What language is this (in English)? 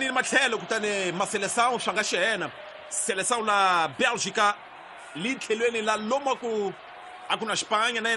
Tsonga